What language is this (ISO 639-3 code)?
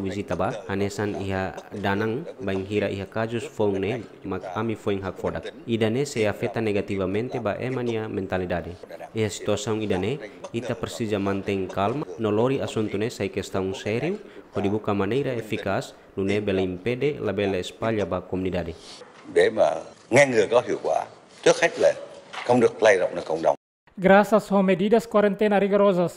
tet